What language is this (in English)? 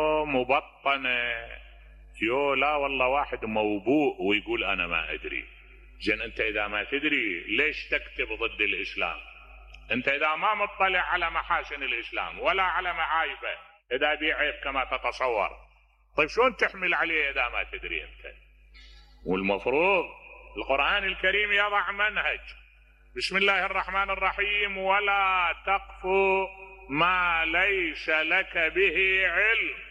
Mesopotamian Arabic